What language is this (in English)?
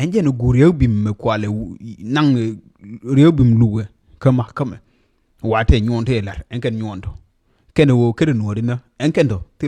Nuer